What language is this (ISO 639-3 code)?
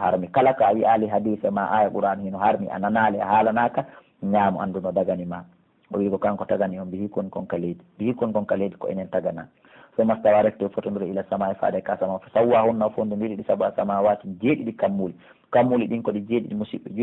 fuf